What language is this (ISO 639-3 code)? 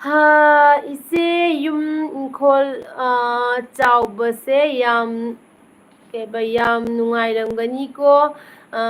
mni